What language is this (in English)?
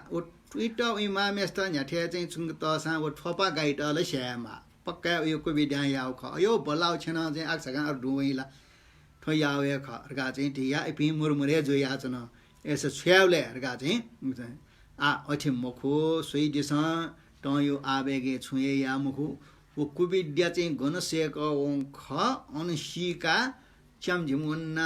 Newari